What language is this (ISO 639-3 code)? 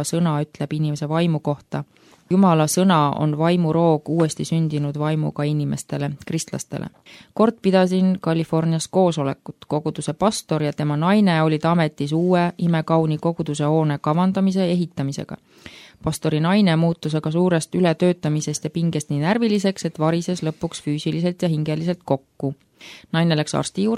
est